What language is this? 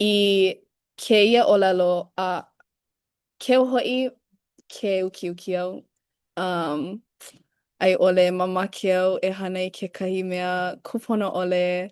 Hawaiian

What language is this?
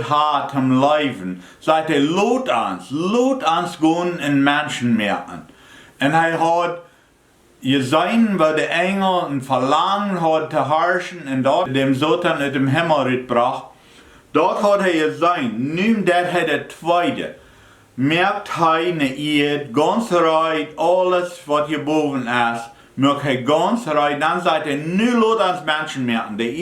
Plautdietsch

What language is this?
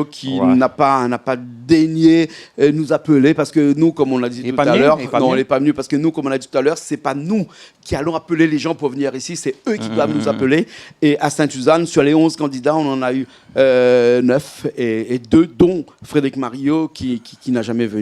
Réunion Creole French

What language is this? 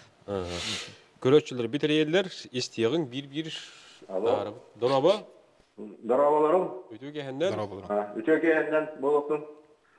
Yakut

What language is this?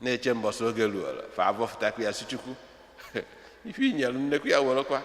Igbo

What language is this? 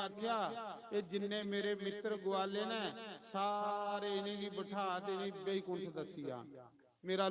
Dogri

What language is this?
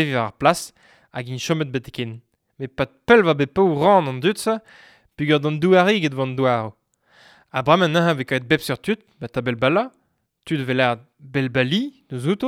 Breton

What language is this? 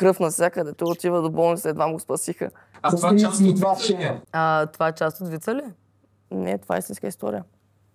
Bulgarian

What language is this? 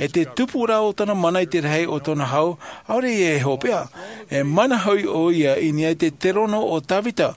Tahitian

